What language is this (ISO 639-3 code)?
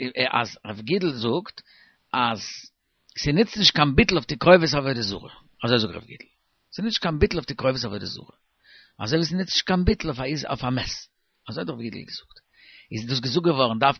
yid